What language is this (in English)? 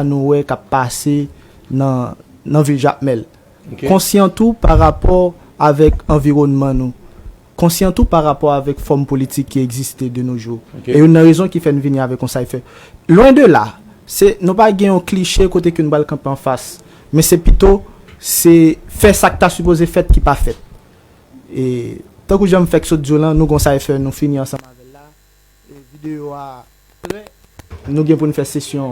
Haitian Creole